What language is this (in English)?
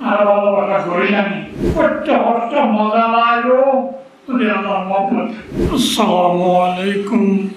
Rohingya